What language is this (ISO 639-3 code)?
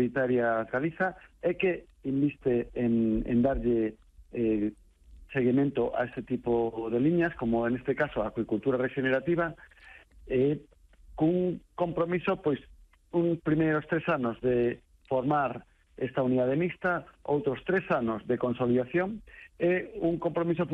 glg